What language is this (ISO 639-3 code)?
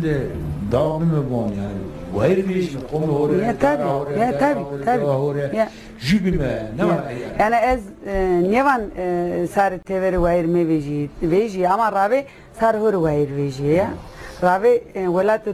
zza